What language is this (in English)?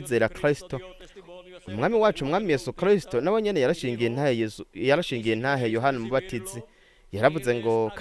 Rundi